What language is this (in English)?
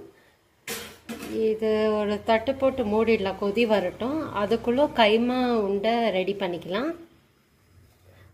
Tamil